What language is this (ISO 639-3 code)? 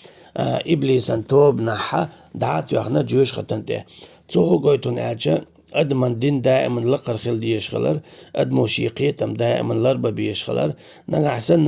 che